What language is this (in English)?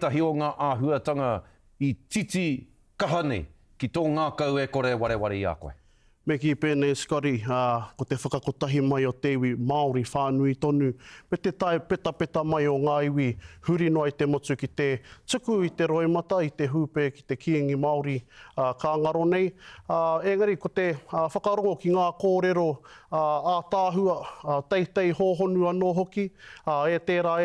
Māori